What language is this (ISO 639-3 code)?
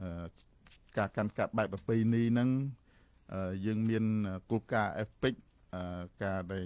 khm